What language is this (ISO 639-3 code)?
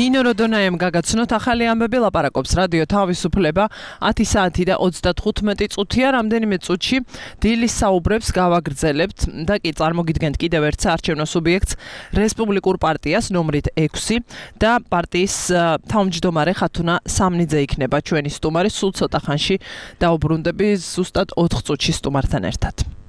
kat